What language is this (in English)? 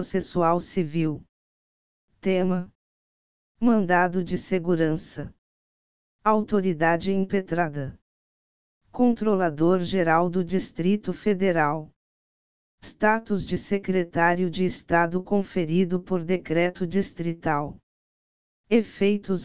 Portuguese